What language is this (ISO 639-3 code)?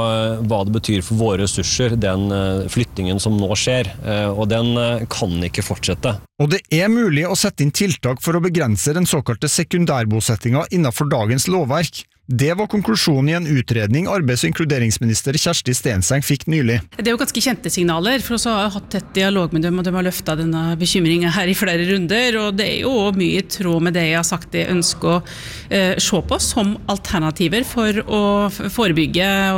nor